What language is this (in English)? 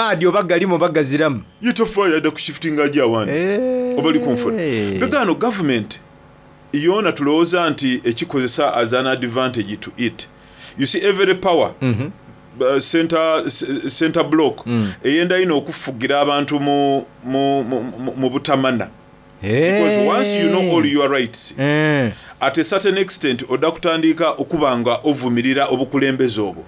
Soga